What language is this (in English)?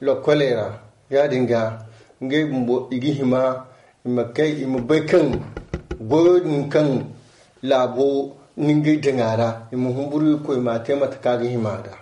Zarma